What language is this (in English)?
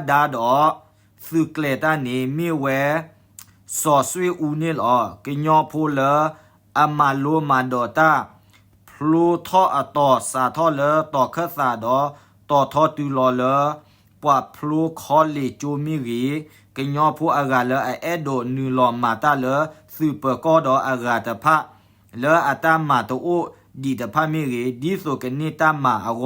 S'gaw Karen